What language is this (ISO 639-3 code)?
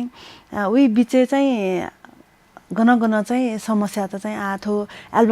new